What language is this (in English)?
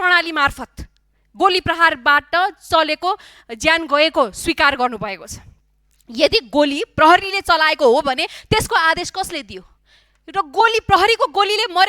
Nepali